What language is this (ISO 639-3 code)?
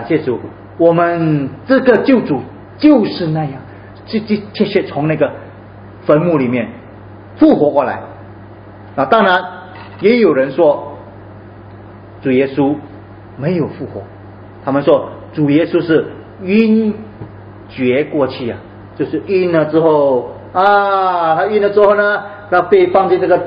zho